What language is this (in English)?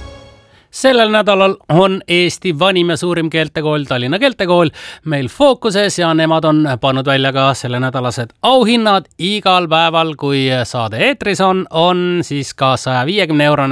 Estonian